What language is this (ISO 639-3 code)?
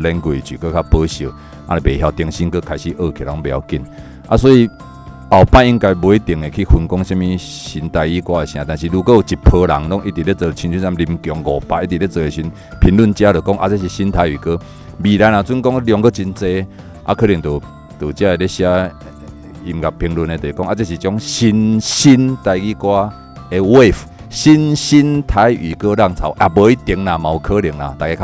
nan